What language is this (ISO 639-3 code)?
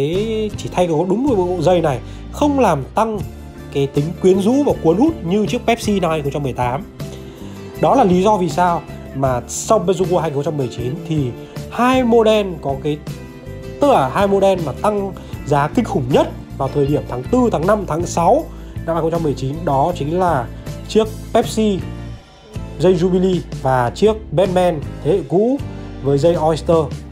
vie